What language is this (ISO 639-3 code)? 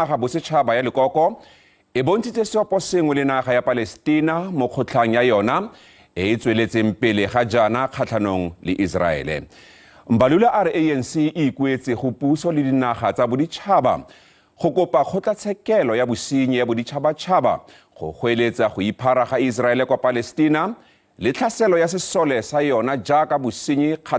tsn